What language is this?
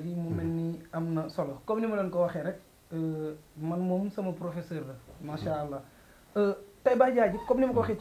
Wolof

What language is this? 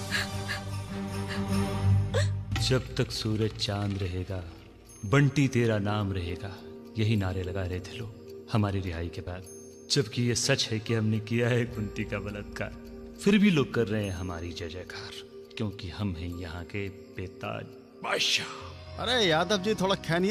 Hindi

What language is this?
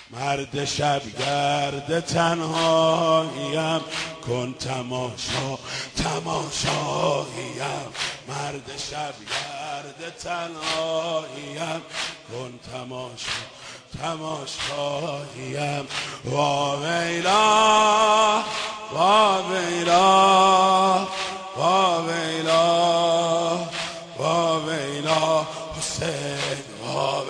Persian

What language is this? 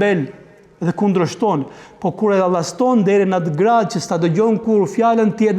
Albanian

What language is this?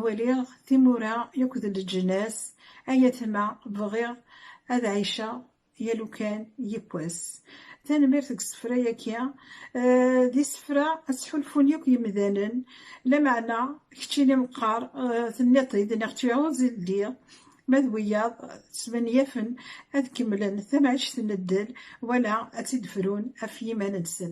Kabyle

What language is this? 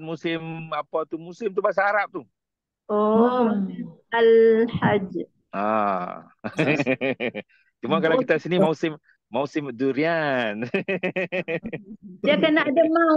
Malay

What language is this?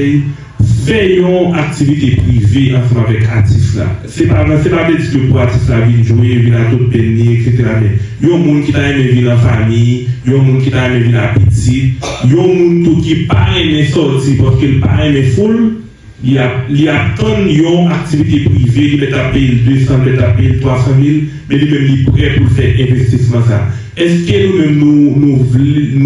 Haitian Creole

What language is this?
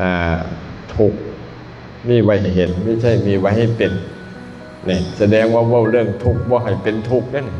Northeastern Thai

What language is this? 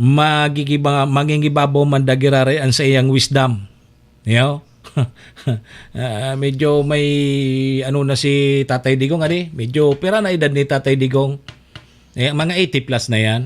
Bikol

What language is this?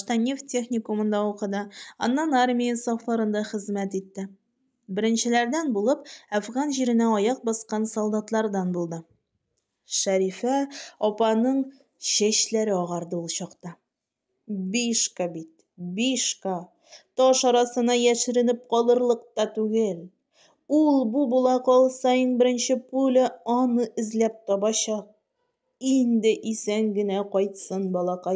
Tatar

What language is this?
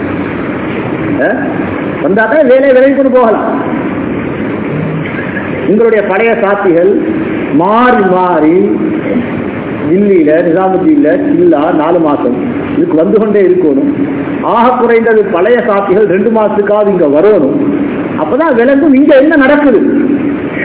Tamil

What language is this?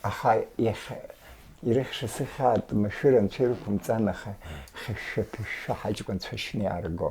Abkhazian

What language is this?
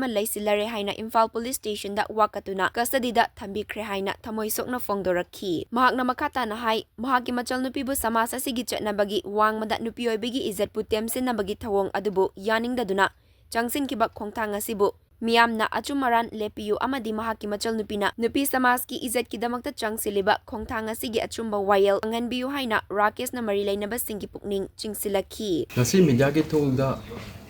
Manipuri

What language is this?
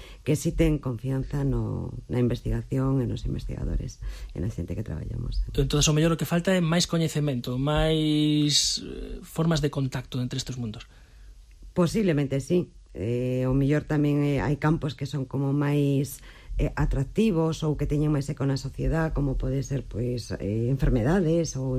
Galician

